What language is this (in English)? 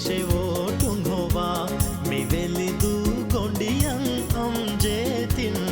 Divehi